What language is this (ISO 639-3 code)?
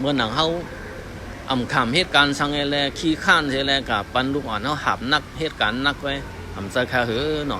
shn